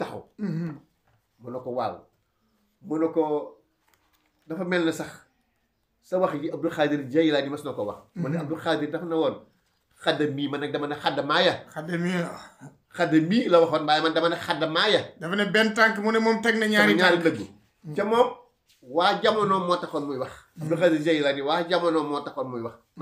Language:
Wolof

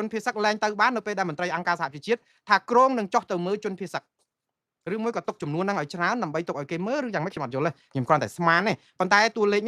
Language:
Khmer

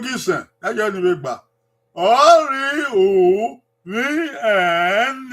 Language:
Bini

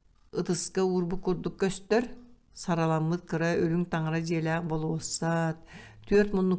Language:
Yakut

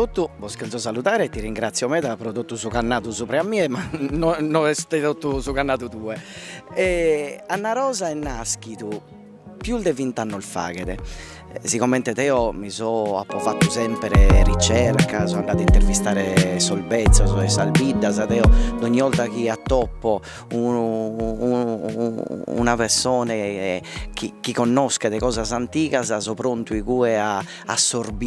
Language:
Sardinian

